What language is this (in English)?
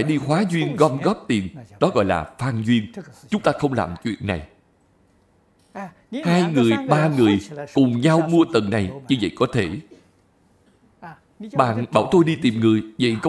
Vietnamese